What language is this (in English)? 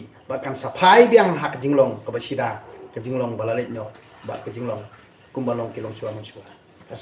Khasi